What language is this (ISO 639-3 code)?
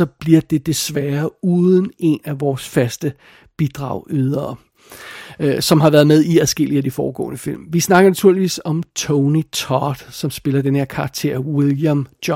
dan